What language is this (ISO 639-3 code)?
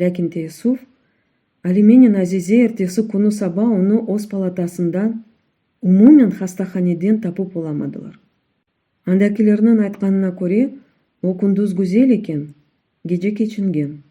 crh